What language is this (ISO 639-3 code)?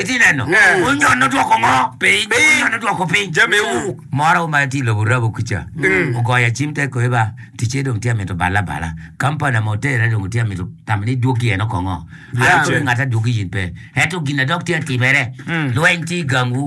ach